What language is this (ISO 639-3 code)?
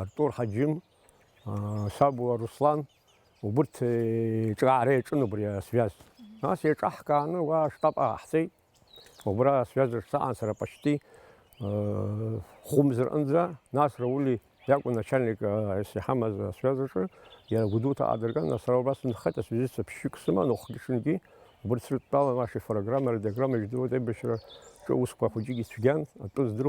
abk